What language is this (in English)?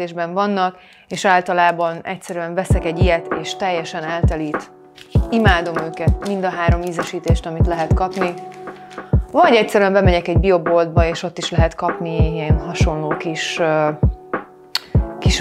Hungarian